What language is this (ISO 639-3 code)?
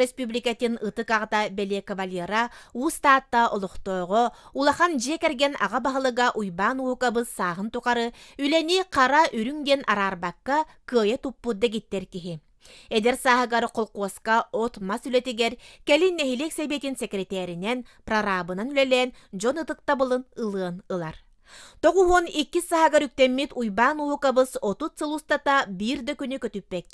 sah